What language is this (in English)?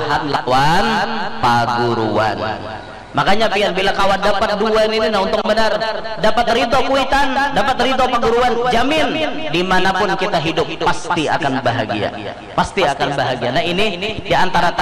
Banjar